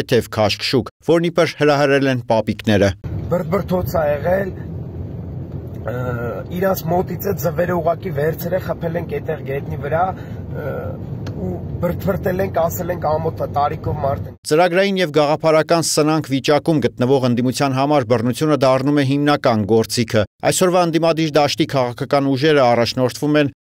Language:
Armenian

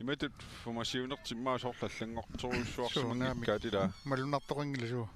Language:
Kalaallisut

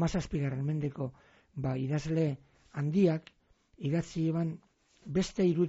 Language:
Basque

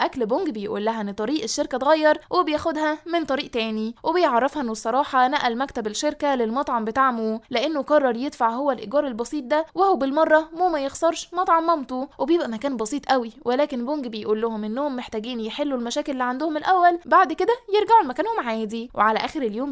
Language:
Egyptian Arabic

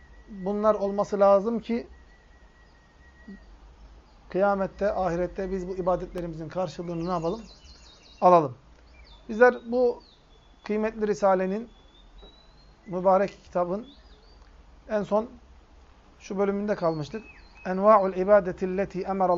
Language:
Turkish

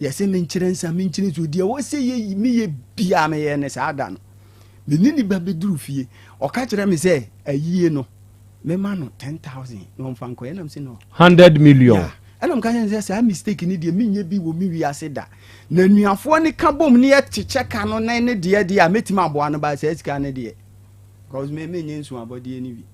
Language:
Akan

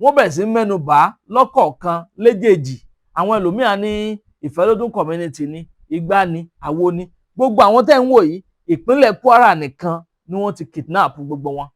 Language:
Yoruba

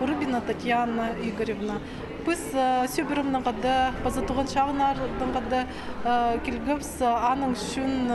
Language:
Khakas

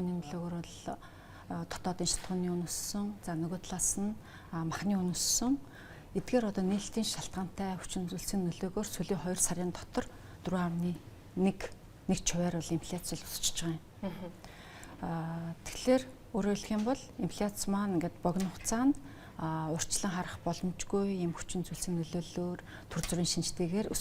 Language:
Mongolian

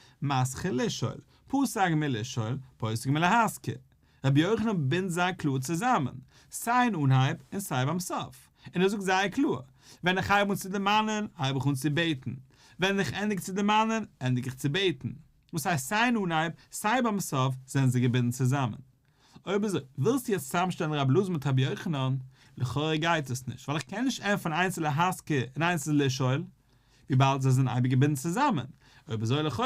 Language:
Yiddish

